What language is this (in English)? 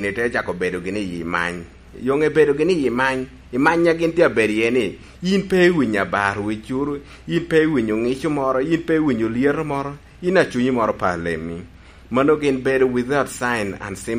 Lango (Uganda)